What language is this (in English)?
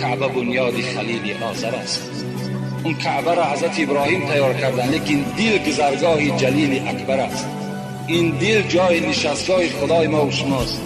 Persian